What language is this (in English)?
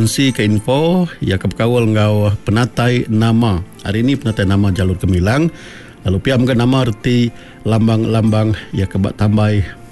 Iban